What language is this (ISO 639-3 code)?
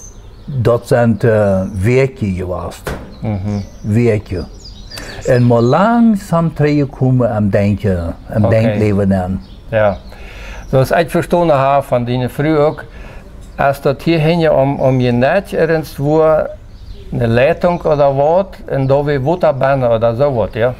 pdt